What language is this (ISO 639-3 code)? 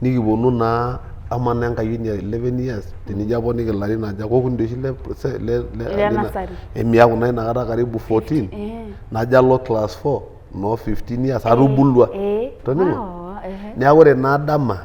mas